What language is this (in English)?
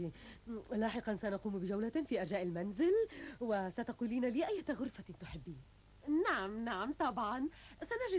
Arabic